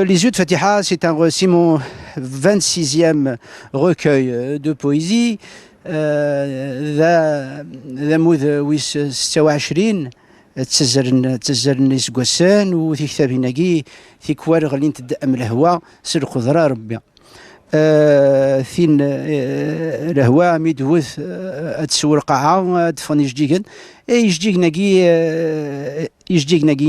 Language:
Kabyle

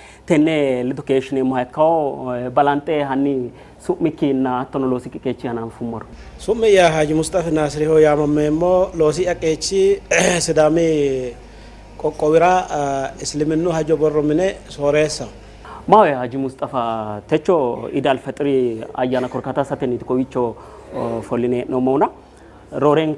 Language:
Sidamo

